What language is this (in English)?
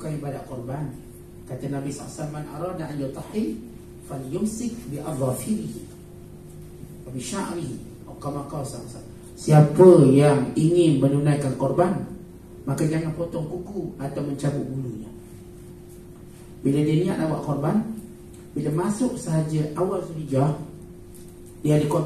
Malay